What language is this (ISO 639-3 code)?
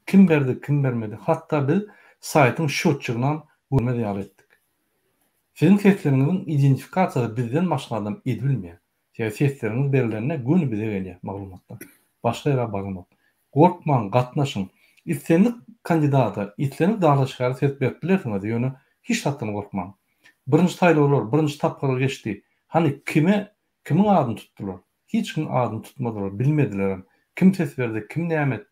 tuk